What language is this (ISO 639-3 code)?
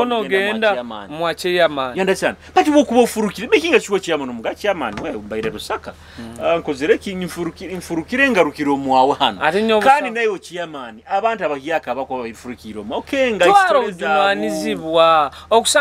nyo